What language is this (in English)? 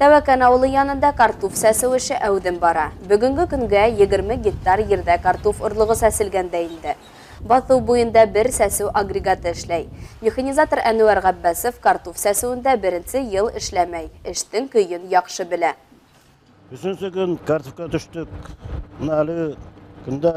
Bashkir